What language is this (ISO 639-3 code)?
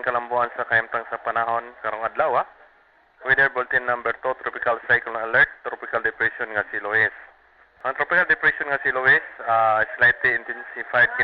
ceb